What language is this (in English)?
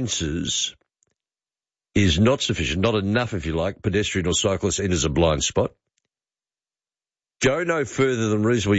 English